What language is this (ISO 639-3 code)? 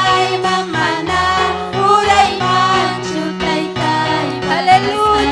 quy